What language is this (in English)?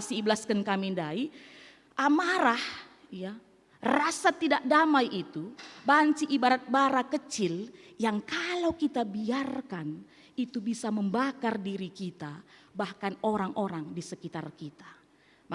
Batak Karo